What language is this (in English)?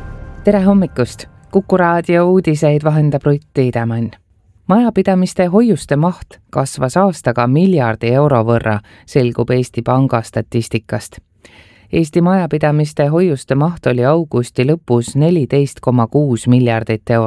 Estonian